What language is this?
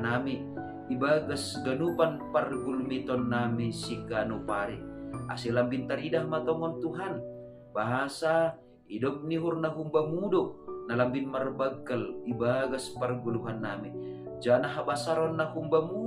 Batak Simalungun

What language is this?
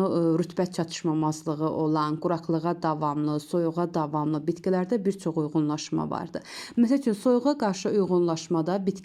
Azerbaijani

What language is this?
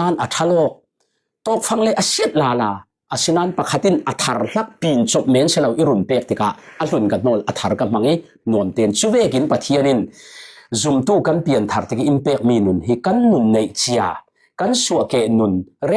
Falam Chin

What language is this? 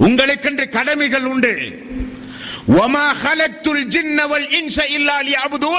Tamil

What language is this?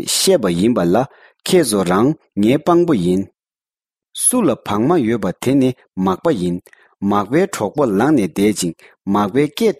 Tibetan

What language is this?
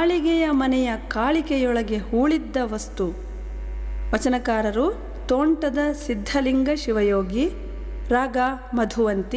Kannada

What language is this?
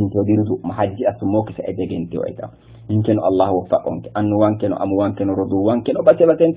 Sidamo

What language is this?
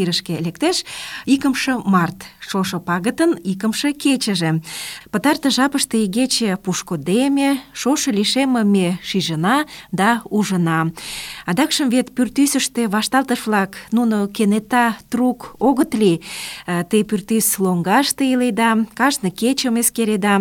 Mari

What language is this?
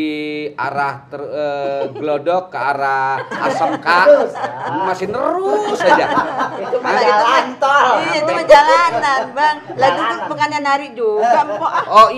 Betawi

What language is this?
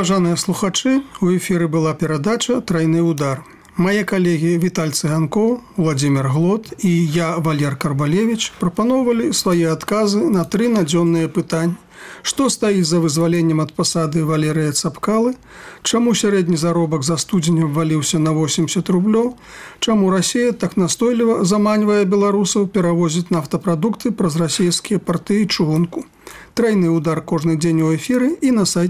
Belarusian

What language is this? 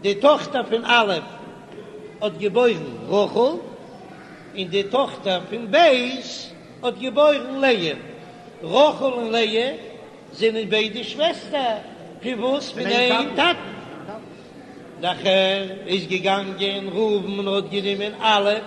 Yiddish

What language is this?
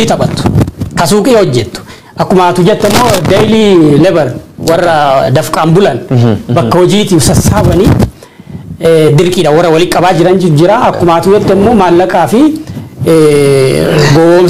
Oromo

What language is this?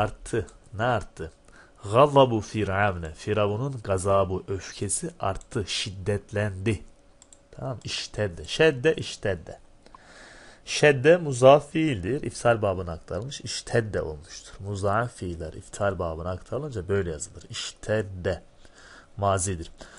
Turkish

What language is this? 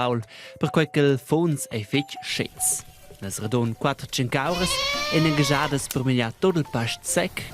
Romansh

